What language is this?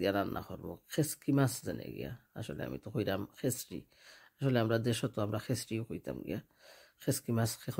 Sylheti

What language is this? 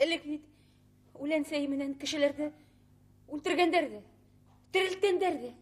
Bashkir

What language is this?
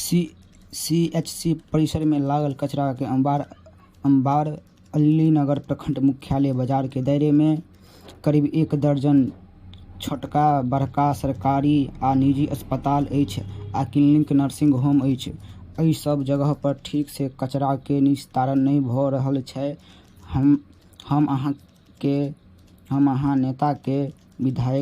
Maithili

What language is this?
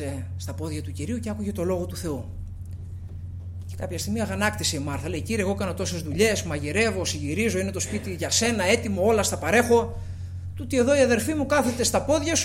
Greek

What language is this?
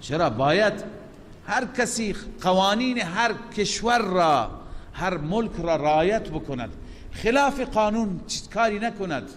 Persian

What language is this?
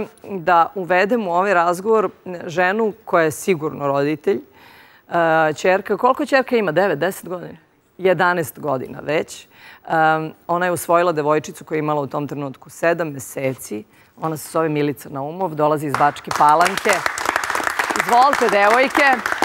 Serbian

